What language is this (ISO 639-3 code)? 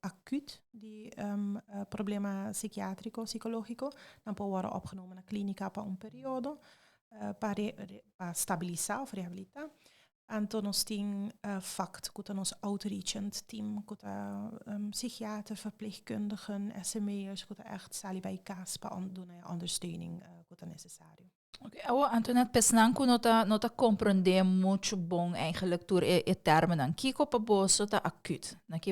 pap